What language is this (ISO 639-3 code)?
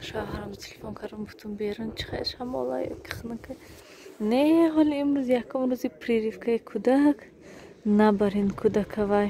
tgk